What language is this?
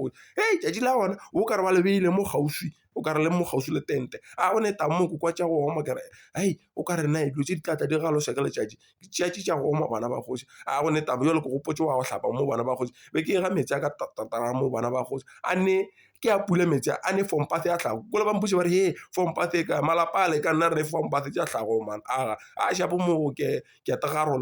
Northern Sotho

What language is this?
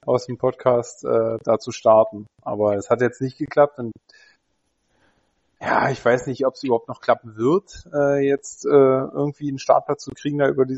German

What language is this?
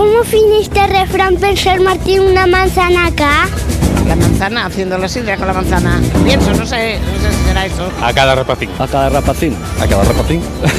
Asturian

